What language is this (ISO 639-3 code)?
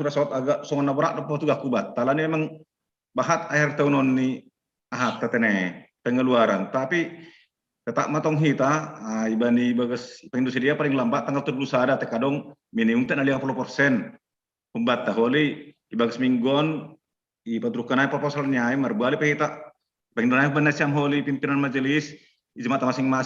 bts